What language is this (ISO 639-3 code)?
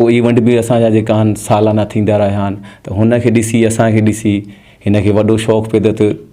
snd